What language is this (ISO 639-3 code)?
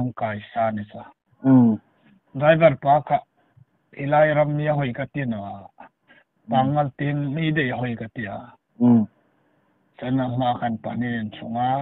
hmr